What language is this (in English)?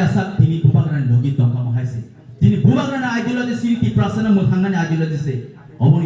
Kok Borok